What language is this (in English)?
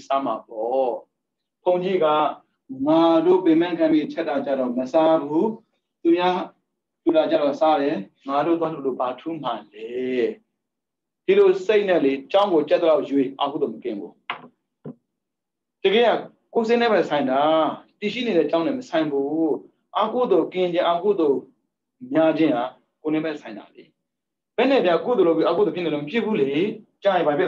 Burmese